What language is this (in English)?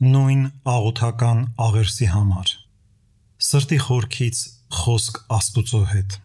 Armenian